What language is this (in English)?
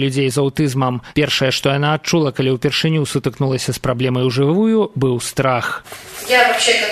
Belarusian